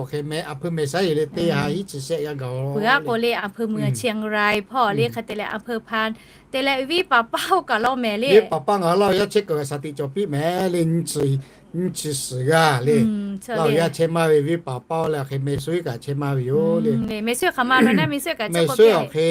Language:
Lahu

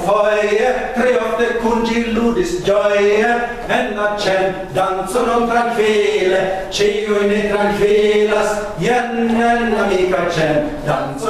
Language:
Esperanto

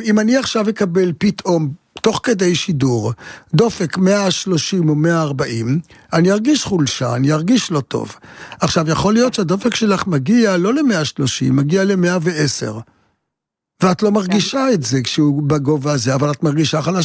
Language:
Hebrew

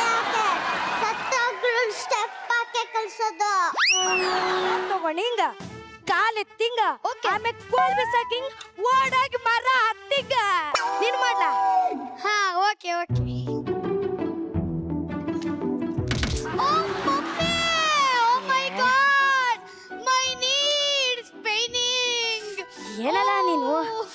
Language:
Kannada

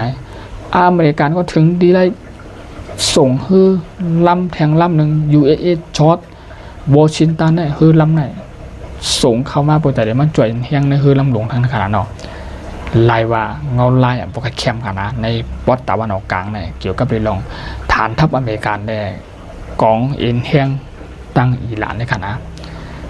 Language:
Shan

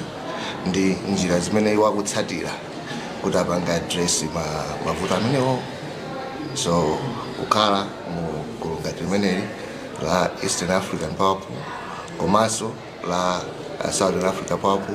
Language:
Nyanja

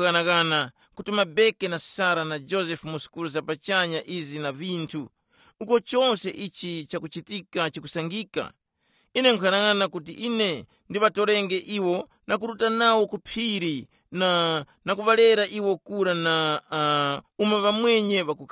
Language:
Tumbuka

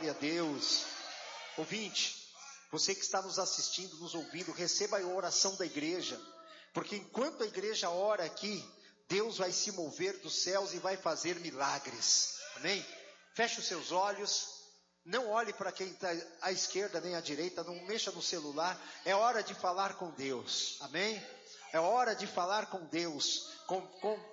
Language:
Portuguese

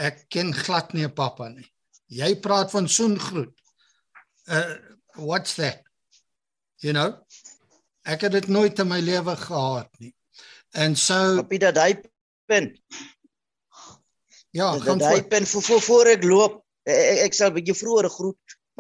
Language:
Afrikaans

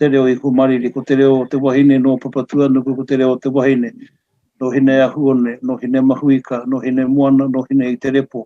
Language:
Māori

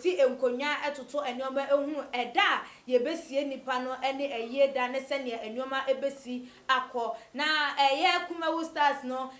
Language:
Akan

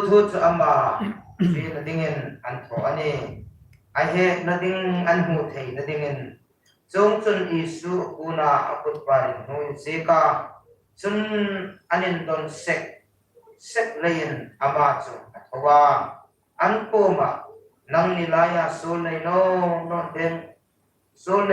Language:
Hmar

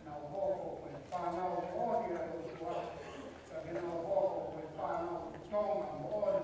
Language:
Tongan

